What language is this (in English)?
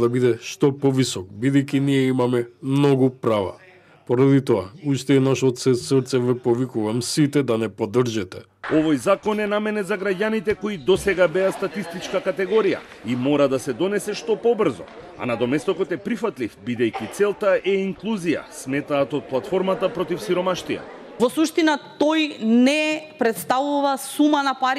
Macedonian